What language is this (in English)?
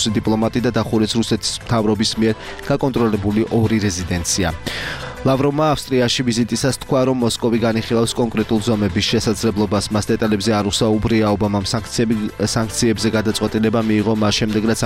Georgian